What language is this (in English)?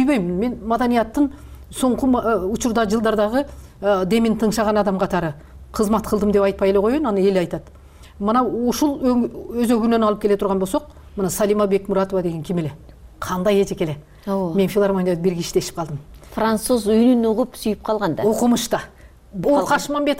Kyrgyz